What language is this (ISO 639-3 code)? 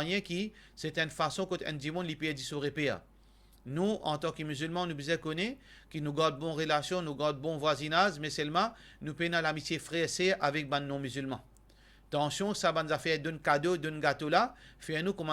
mfe